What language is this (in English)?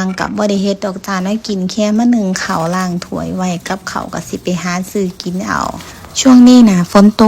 Northeastern Thai